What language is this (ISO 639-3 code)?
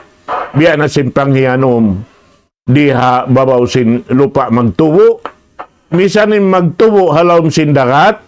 tsg